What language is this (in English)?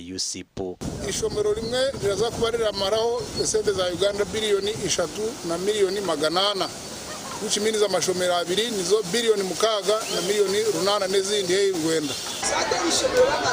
Nyankole